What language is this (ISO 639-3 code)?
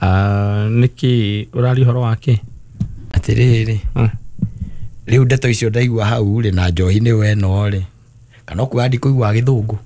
kik